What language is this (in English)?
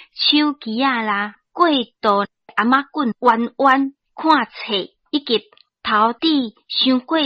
Min Nan Chinese